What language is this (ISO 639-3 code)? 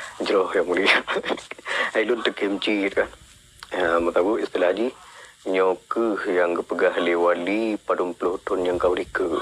ace